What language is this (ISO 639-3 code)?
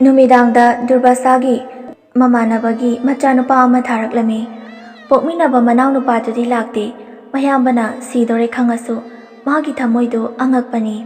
mni